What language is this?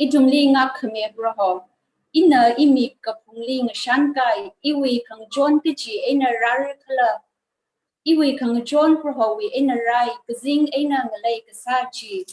Tangkhul Naga (India)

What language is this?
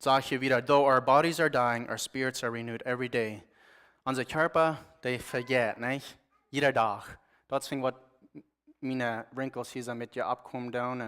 Plautdietsch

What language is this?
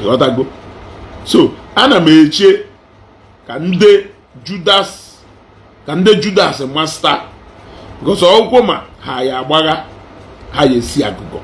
Igbo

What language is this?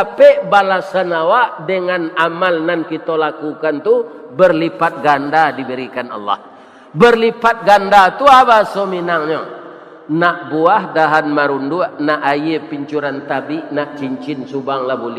Minangkabau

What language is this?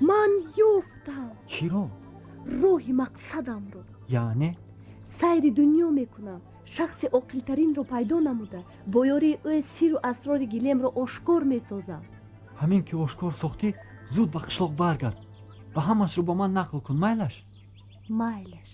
Tajik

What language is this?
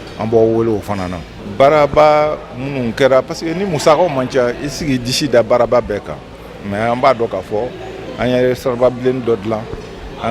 Bambara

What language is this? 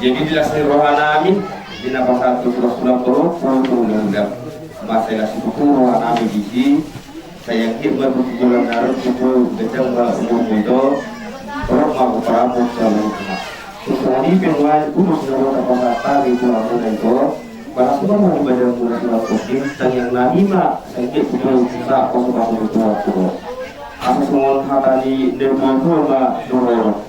Batak Toba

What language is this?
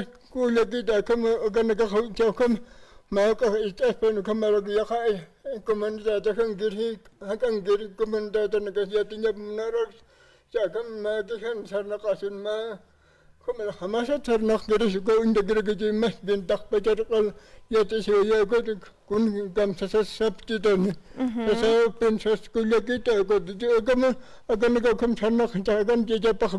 Aymara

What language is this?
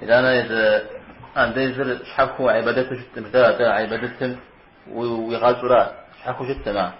Kabardian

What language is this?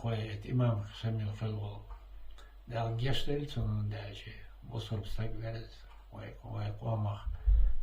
Chechen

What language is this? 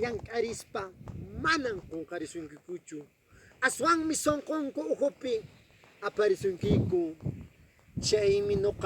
Quechua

